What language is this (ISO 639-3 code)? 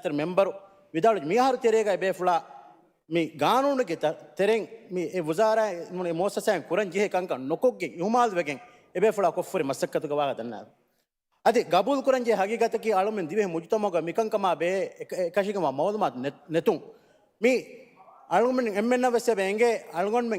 div